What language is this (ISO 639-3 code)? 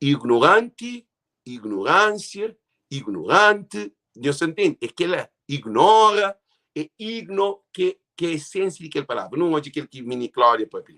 kea